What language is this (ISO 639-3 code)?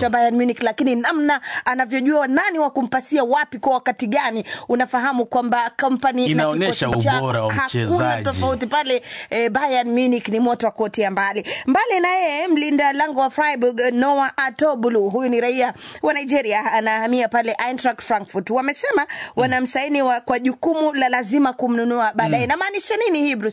swa